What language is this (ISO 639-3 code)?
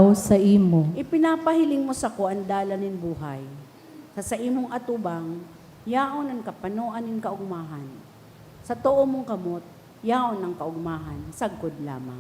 bik